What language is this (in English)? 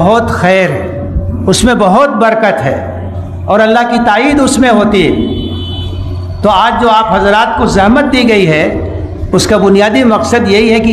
Urdu